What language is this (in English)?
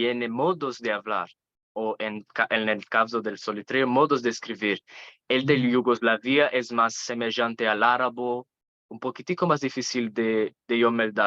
Ladino